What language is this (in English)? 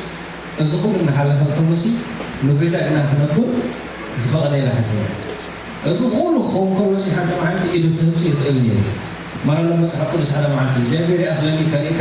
Tigrinya